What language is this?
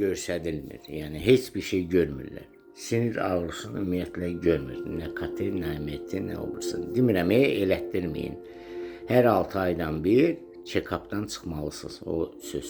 Azerbaijani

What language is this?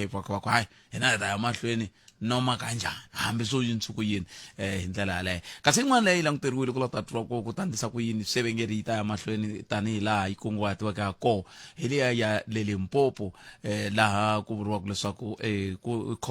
Tsonga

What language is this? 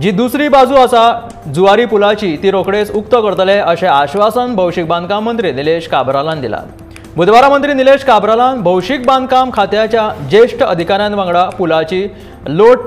Konkani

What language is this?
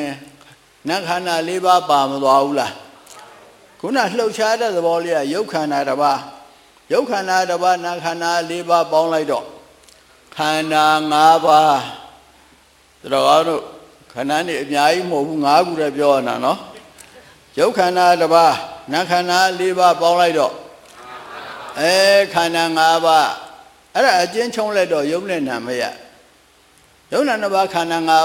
Burmese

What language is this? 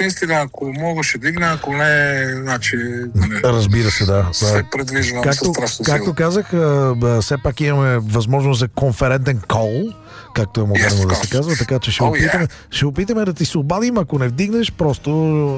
Bulgarian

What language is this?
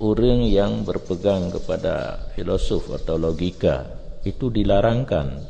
Achinese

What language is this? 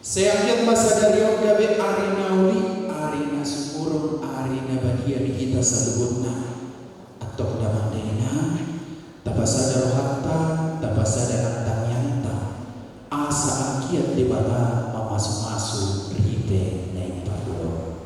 Batak Toba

